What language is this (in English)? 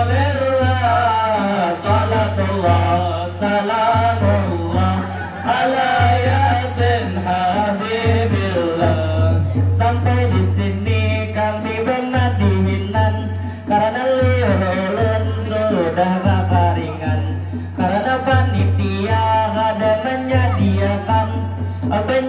Banjar